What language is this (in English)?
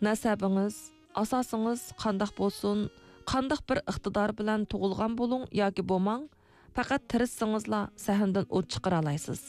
Uyghur